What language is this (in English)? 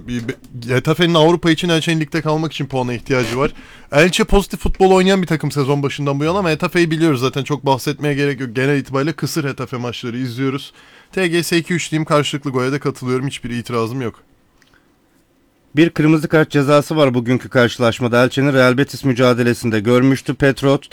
Turkish